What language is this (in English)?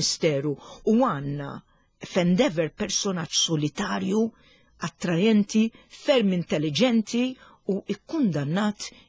Maltese